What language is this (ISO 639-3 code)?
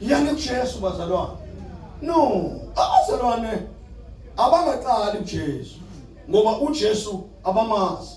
zul